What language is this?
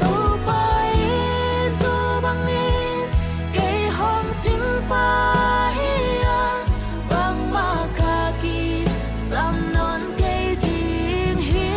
Tedim Chin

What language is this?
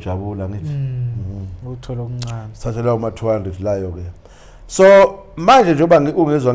Zulu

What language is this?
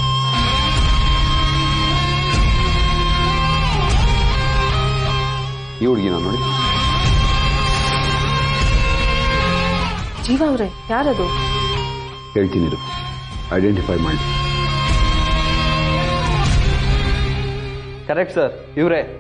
Kannada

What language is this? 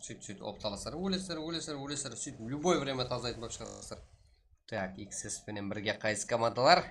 Kara-Kalpak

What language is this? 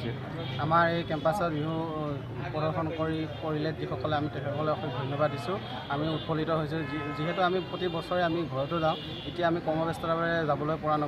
Assamese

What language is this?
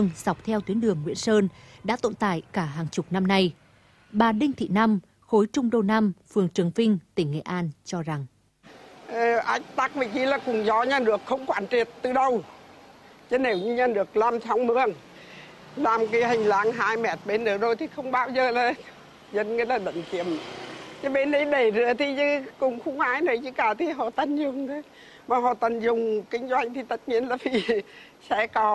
Vietnamese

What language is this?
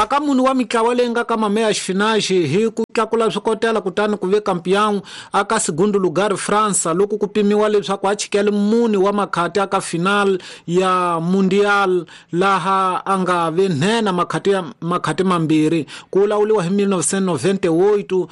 Tsonga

